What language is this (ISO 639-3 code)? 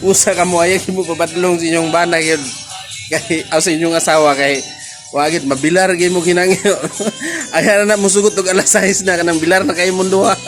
ceb